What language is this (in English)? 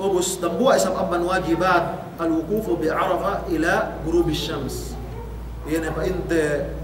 Yakan